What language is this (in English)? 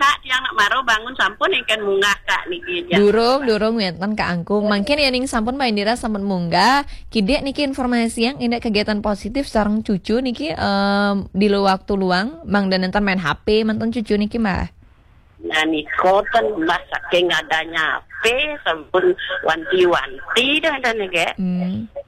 Balinese